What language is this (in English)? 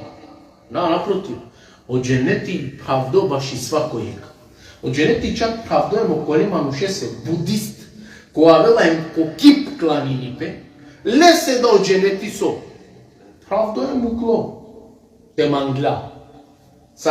Balkan Romani